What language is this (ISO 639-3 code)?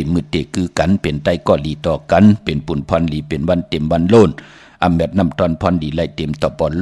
shn